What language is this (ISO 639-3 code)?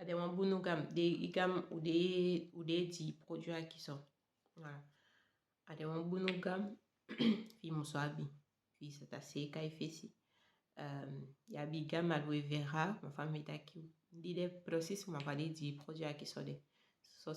srm